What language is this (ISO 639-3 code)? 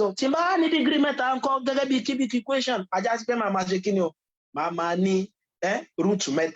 yor